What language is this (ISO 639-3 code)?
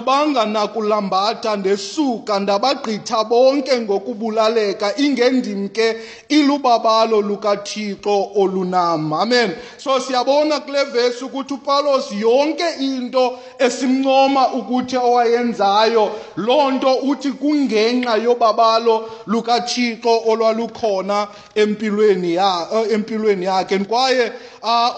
xho